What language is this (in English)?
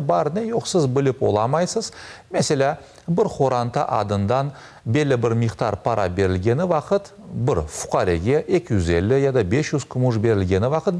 Crimean Tatar